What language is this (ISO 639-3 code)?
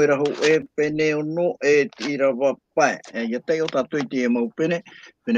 tah